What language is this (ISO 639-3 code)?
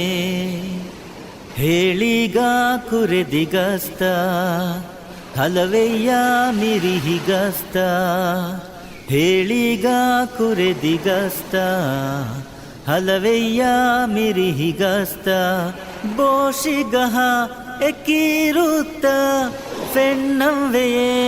div